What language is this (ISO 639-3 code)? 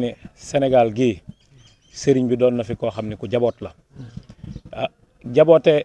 wol